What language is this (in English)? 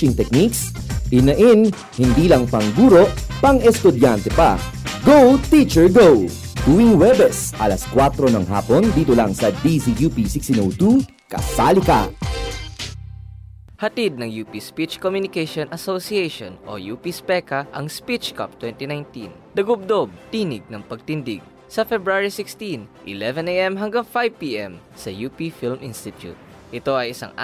Filipino